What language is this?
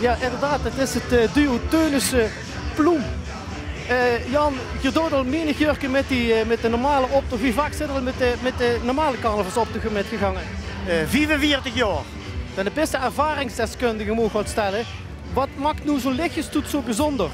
Limburgish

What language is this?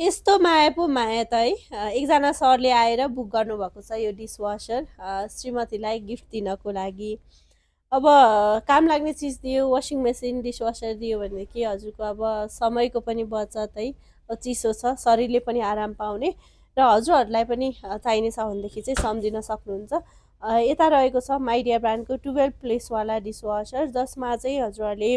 Nepali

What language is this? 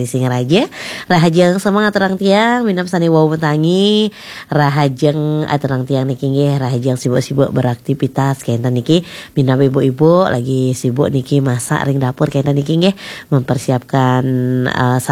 Balinese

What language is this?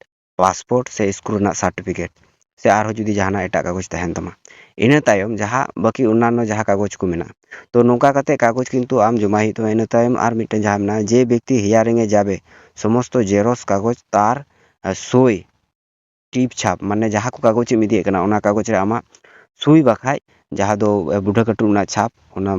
Santali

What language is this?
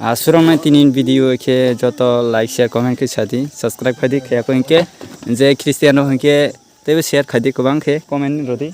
Kok Borok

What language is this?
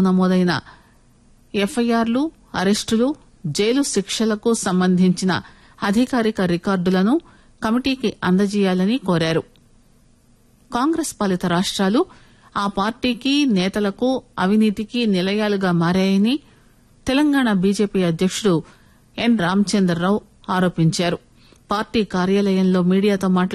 Telugu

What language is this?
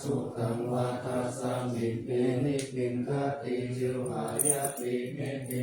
Pali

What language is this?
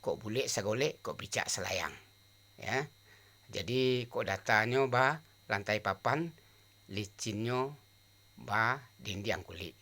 Minangkabau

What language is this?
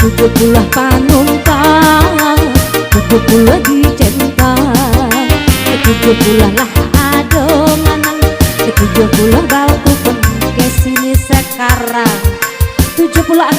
Minangkabau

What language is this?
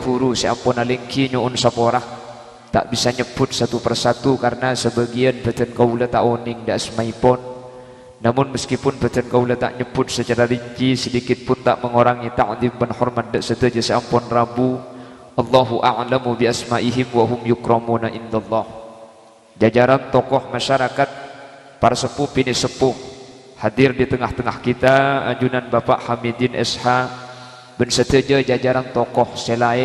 Madurese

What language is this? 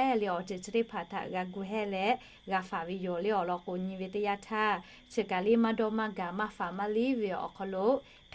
Lahu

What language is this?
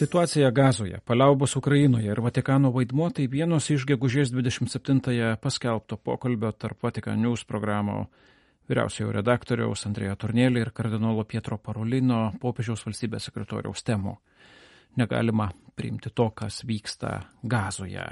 Lithuanian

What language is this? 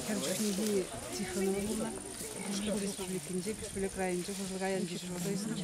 Chuvash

